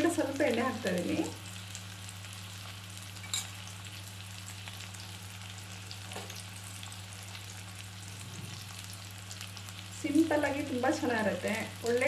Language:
Kannada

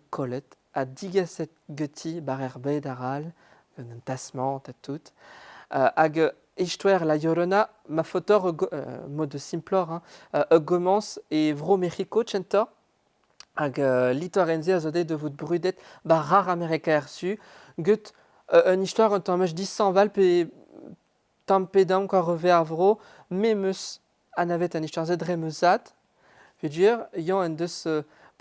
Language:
Breton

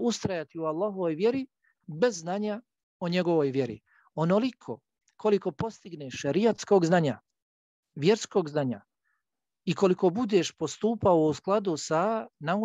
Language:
Bosnian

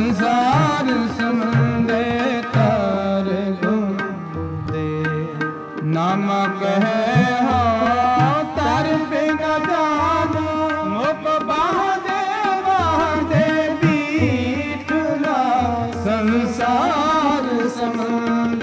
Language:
Punjabi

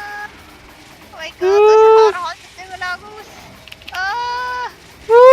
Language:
Swiss German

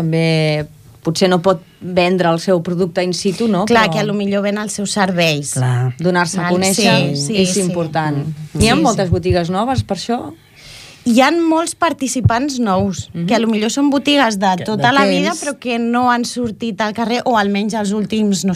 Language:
Catalan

